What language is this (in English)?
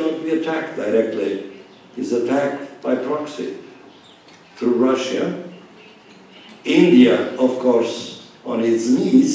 English